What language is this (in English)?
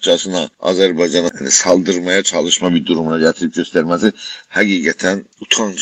South Azerbaijani